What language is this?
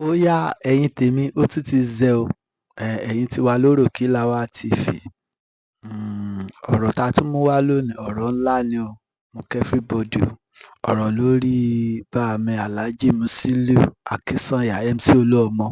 Yoruba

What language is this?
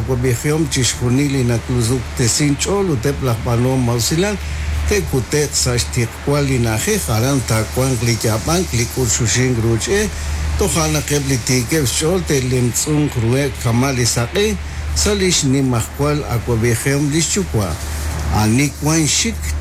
Kekchí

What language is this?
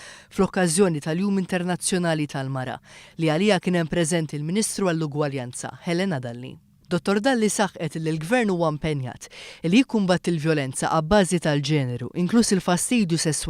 Maltese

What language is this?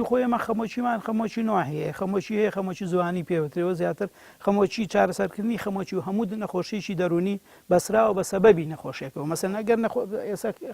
Central Kurdish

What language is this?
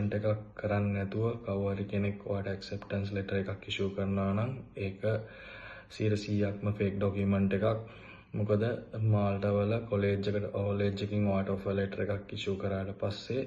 Sinhala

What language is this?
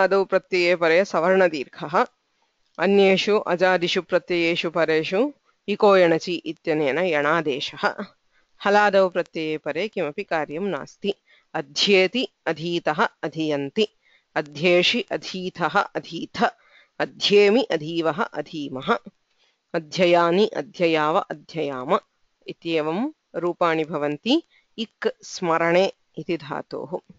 Sanskrit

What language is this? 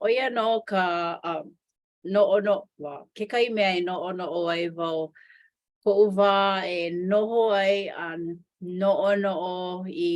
Hawaiian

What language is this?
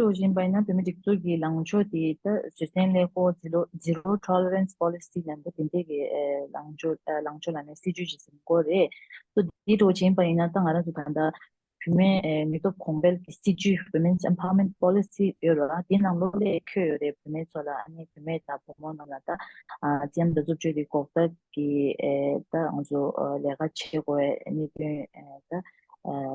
Tibetan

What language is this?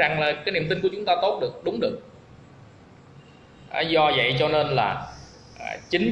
Vietnamese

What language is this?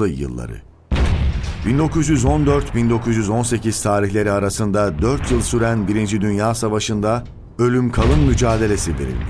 Turkish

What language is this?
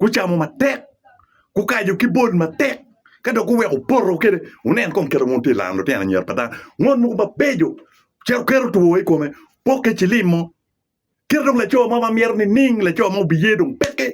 Acoli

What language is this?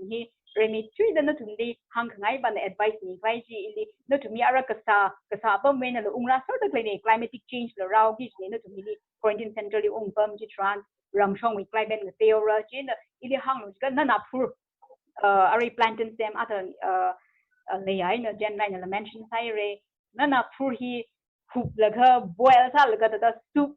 Tangkhul Naga (India)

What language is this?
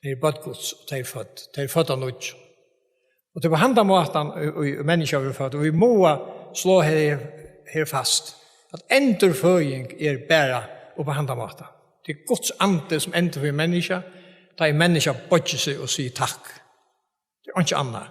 Faroese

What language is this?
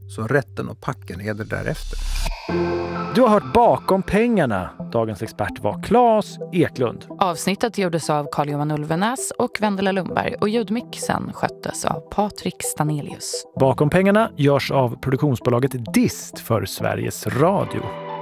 Swedish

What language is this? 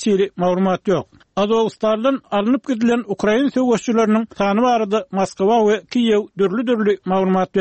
Turkmen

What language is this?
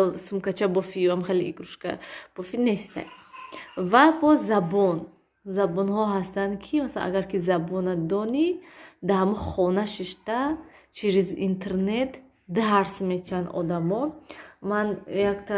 Tajik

